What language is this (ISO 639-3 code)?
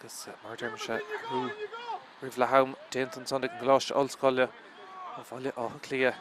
gle